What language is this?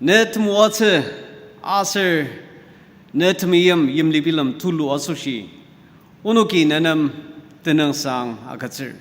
Ao Naga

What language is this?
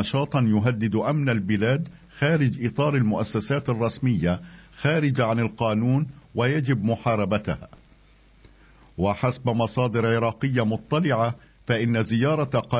Arabic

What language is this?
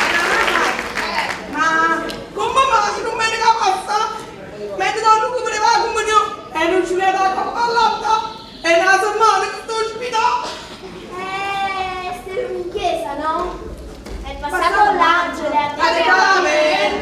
Neapolitan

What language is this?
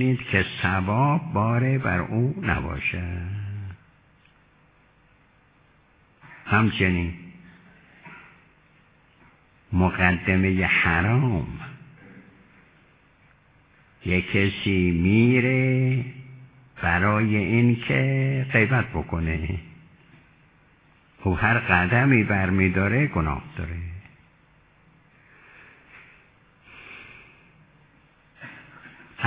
Persian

